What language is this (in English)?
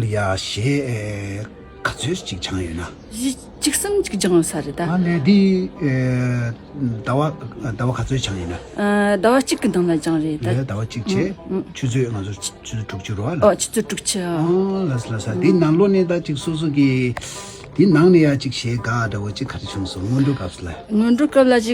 Tibetan